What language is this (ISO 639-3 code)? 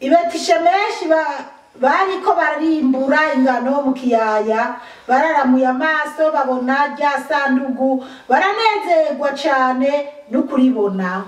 run